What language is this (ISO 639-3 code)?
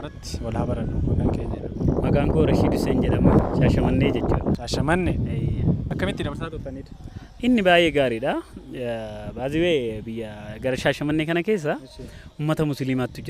orm